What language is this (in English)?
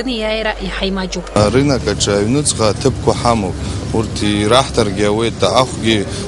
Abkhazian